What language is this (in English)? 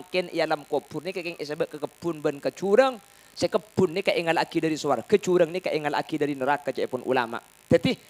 Madurese